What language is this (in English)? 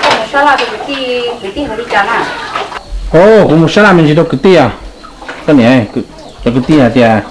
Hmong